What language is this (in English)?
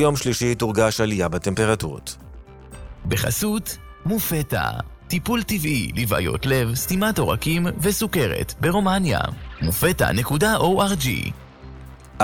Hebrew